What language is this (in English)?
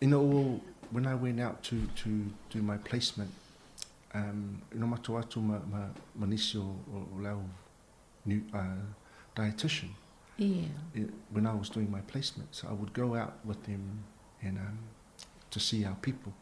Samoan